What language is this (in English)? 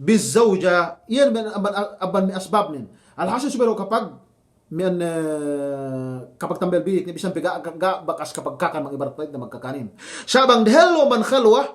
Yakan